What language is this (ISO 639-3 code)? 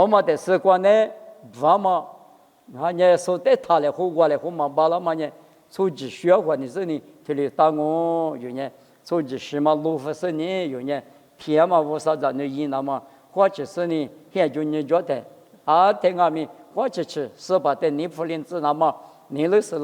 lis